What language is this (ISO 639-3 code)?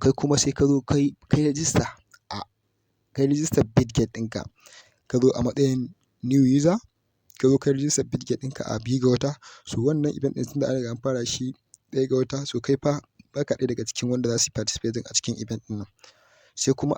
hau